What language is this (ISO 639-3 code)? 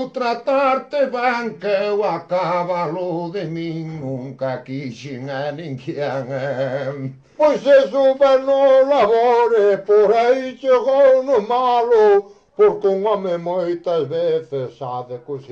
glg